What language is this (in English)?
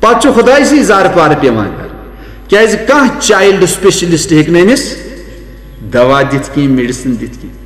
Kashmiri